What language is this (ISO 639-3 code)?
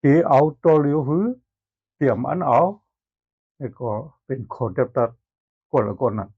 shn